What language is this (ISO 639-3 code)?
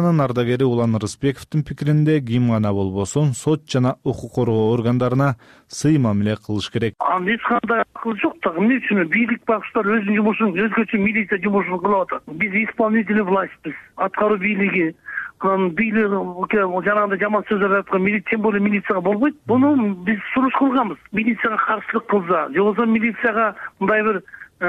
kir